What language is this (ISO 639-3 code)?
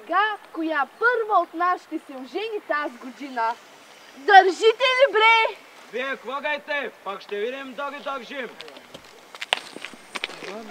bul